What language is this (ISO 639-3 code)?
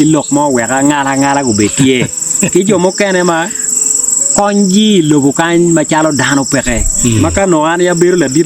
ach